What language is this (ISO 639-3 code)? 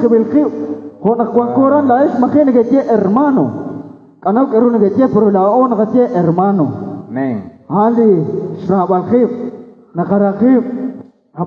kek